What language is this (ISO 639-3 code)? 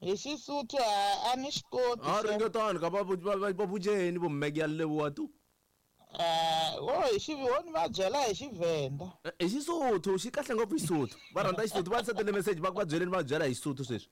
tso